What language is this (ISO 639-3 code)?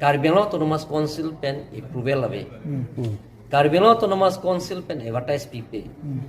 mjw